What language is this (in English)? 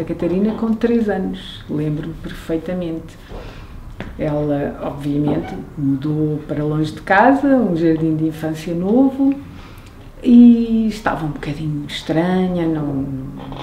Portuguese